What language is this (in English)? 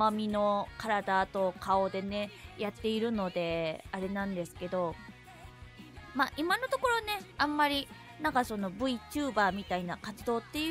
Japanese